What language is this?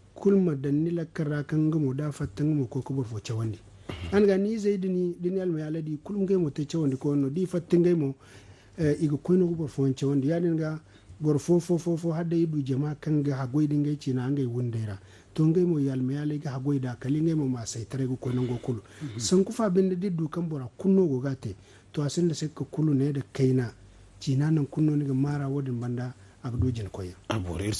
Zarma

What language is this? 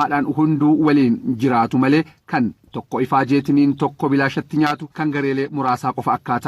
Oromo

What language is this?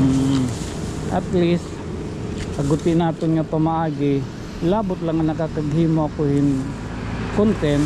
Waray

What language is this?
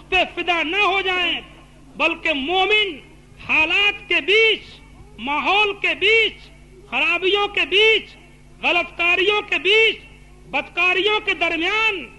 Urdu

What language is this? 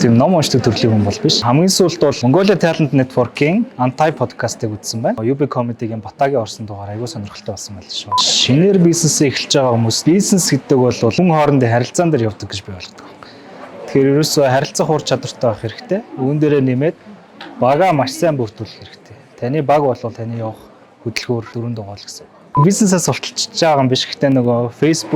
Mongolian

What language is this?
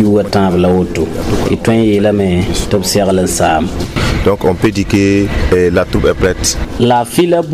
Mossi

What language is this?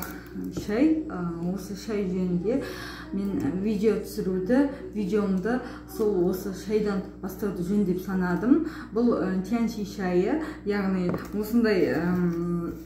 Kazakh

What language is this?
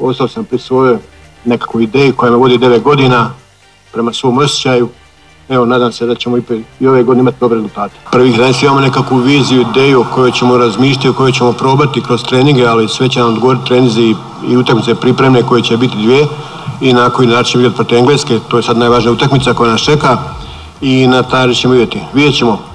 Croatian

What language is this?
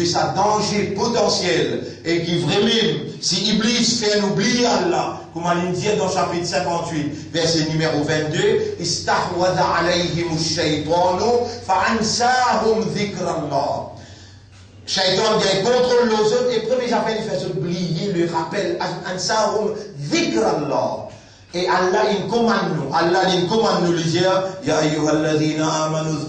Morisyen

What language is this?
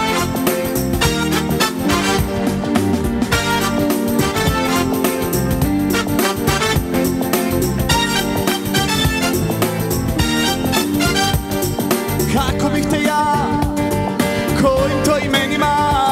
Croatian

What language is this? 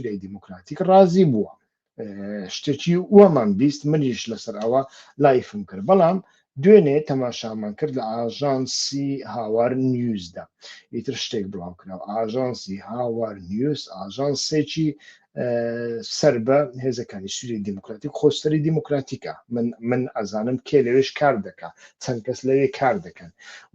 Central Kurdish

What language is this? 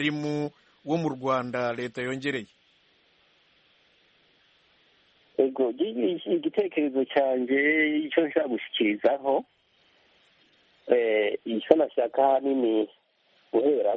Kinyarwanda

